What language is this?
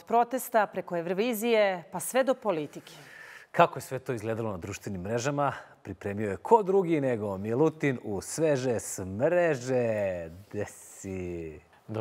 Serbian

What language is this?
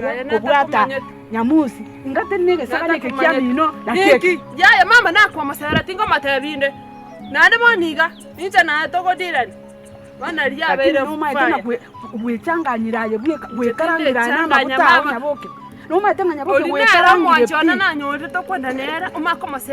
Gusii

